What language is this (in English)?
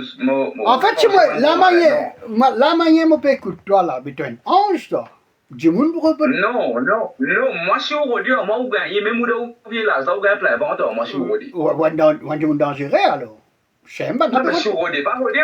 Morisyen